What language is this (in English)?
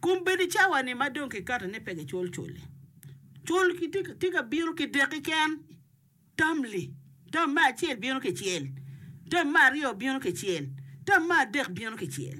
Acoli